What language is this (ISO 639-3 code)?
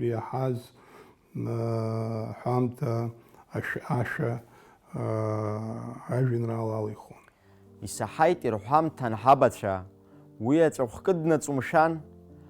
abk